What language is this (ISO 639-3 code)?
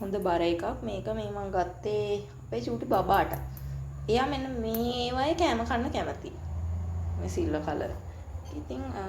sin